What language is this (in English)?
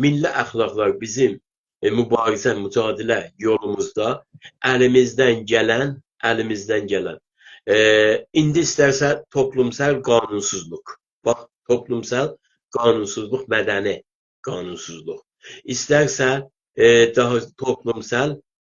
South Azerbaijani